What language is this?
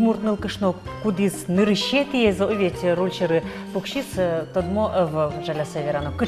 Udmurt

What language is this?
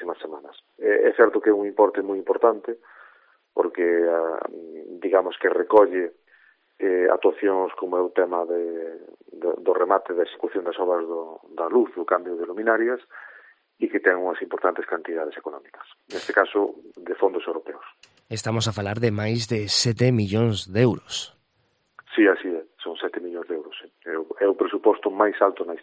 Galician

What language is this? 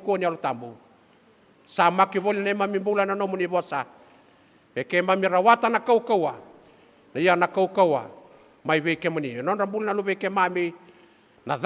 Fijian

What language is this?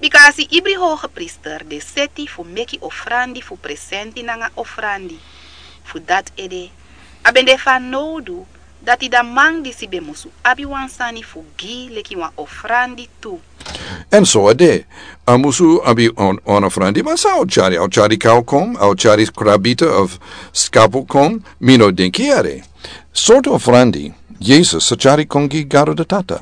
Sranan Tongo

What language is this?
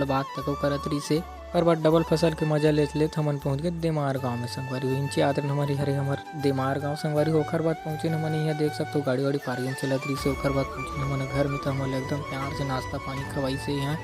Chhattisgarhi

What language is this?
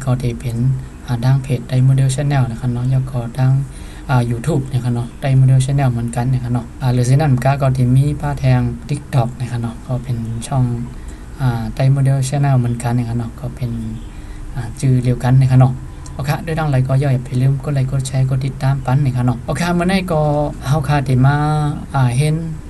Shan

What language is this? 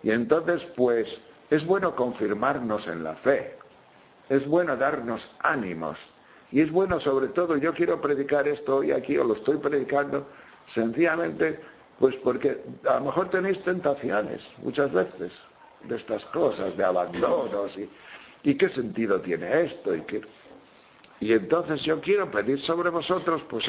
Spanish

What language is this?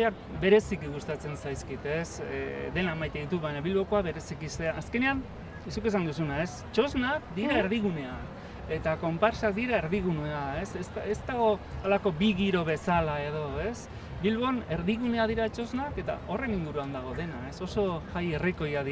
Basque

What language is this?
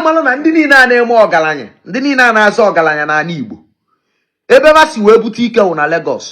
Igbo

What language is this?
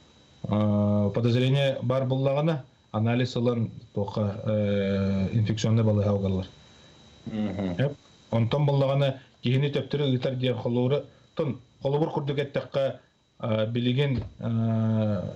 Yakut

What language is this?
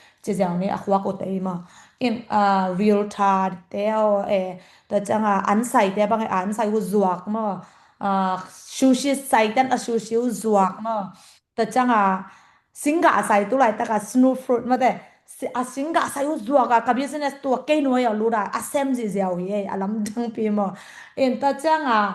Tedim Chin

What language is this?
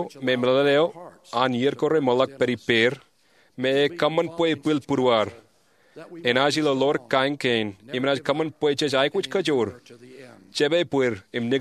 Marshallese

